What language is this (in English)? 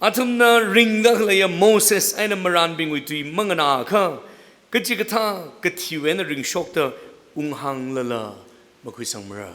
Tangkhul Naga (India)